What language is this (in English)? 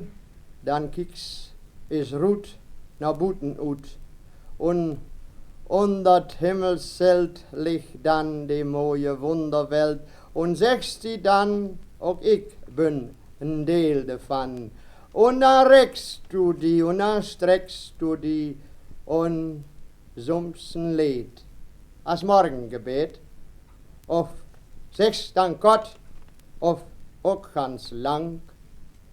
Westphalien